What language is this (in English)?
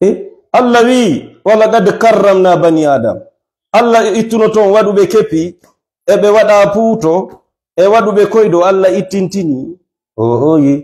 Fula